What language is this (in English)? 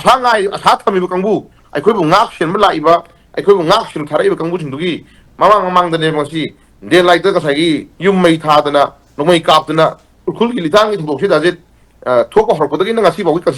Manipuri